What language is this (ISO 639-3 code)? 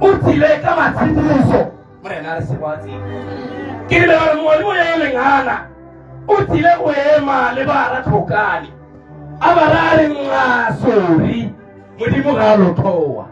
tsn